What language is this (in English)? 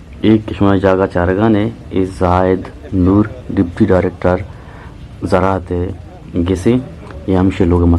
Eastern Balochi